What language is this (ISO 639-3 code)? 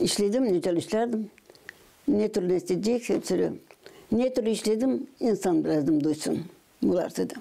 gag